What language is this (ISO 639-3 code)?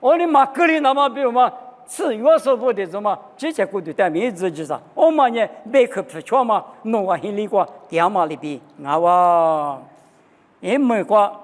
lis